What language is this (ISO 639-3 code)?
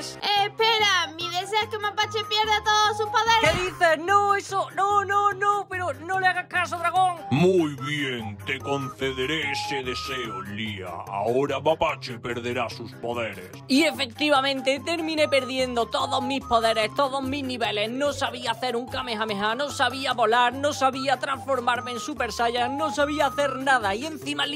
spa